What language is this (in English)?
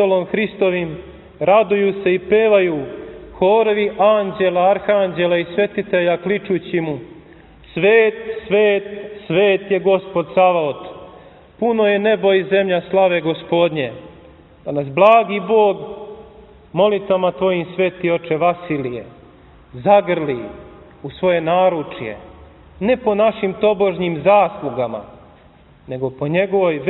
Serbian